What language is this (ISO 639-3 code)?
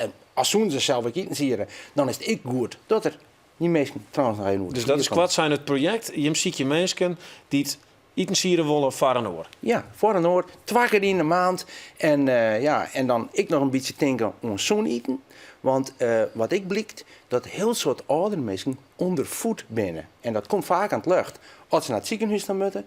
fry